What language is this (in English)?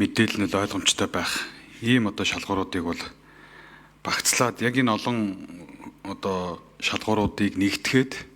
Mongolian